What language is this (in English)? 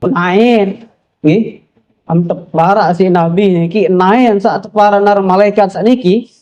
Sasak